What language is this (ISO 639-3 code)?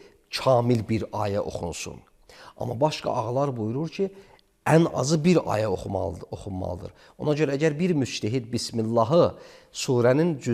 aze